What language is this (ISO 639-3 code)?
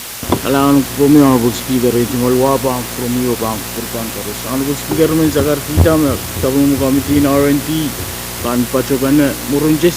pon